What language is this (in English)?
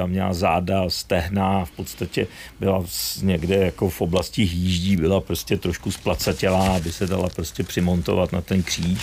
Czech